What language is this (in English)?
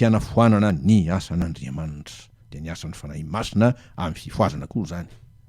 Malagasy